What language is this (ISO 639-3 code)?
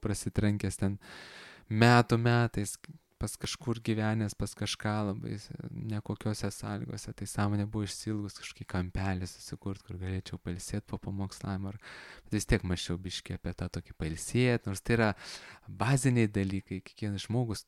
lit